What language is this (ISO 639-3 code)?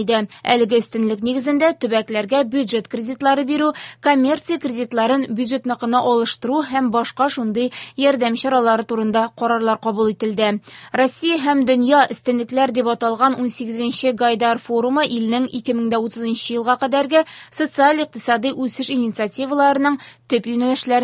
tat